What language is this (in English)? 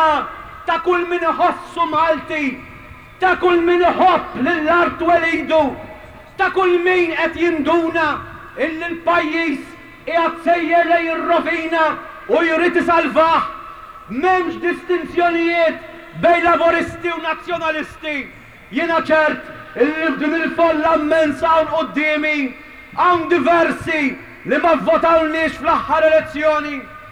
Maltese